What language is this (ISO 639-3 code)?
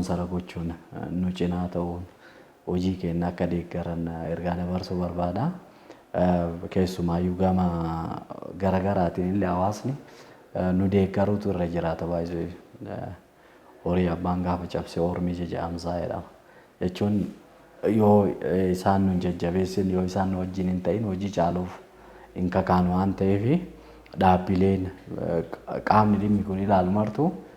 orm